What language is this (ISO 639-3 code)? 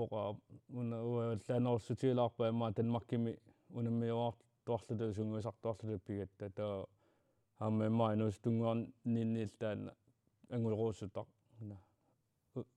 kal